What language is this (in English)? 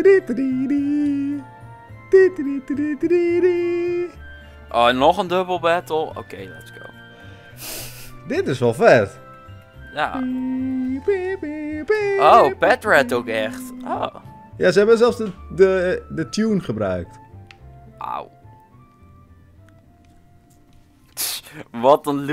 Dutch